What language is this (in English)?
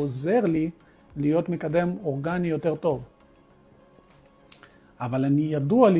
Hebrew